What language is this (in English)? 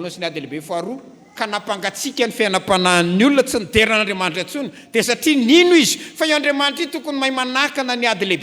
Malagasy